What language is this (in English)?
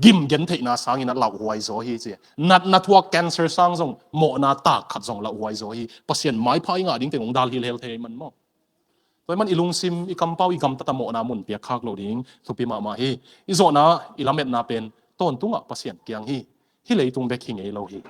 Tedim Chin